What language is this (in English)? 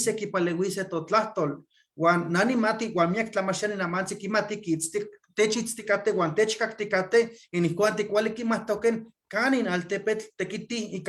Eastern Huasteca Nahuatl